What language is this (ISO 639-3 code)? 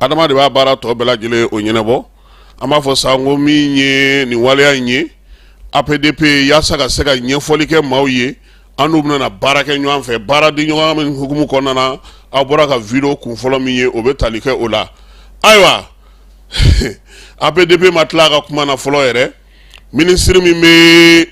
bam